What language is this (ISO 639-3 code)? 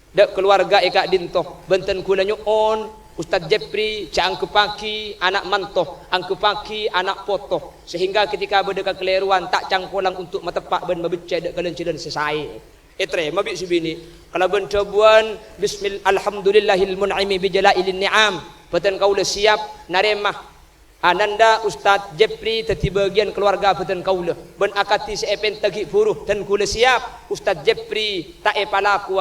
mad